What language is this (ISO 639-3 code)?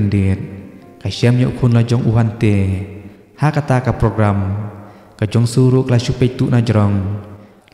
kha